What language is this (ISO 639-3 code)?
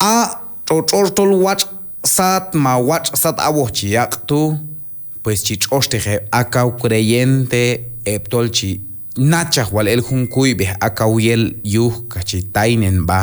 kjb